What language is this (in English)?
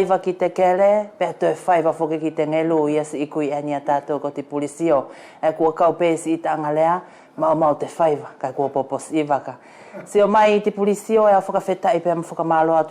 Wallisian